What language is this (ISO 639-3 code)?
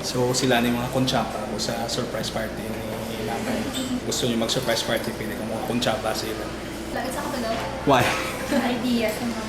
hil